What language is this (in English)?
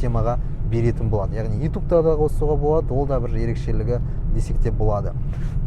Kazakh